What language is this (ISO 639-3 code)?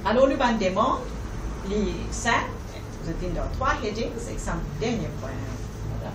mfe